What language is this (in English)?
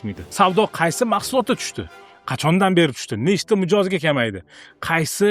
Uzbek